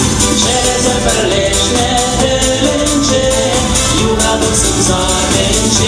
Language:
Chuvash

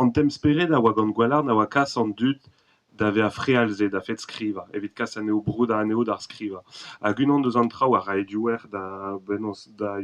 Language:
Breton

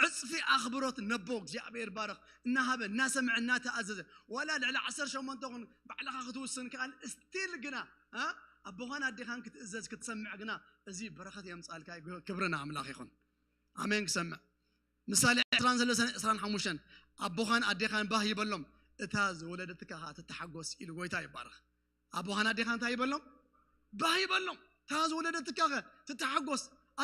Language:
Tigrinya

